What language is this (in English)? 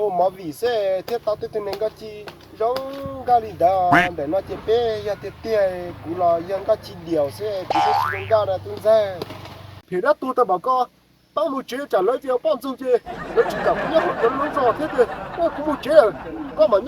Hmong